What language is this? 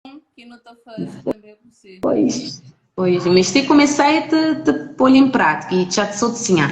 Kabuverdianu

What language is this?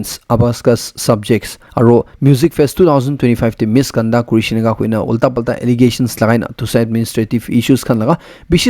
Naga Pidgin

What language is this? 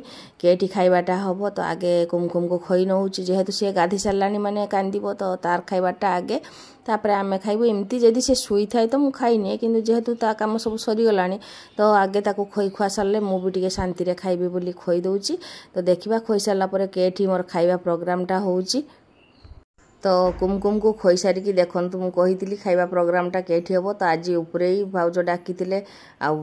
Odia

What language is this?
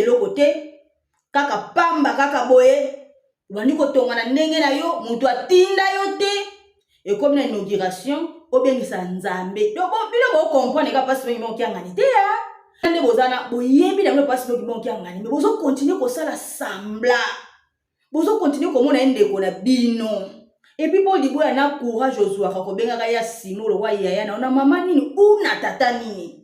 Lingala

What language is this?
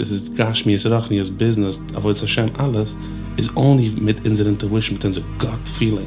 Yiddish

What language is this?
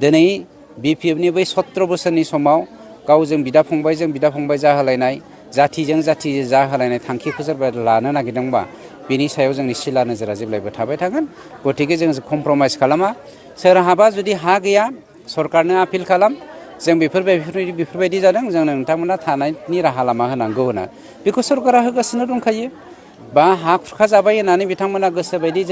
Bodo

